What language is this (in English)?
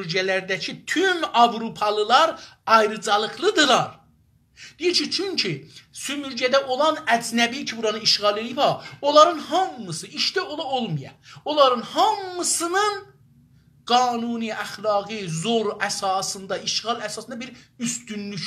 South Azerbaijani